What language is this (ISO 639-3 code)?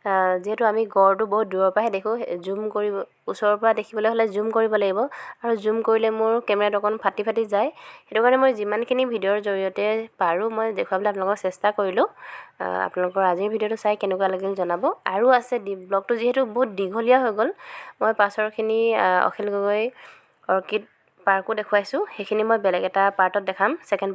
asm